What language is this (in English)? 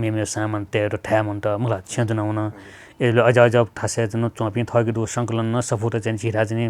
Newari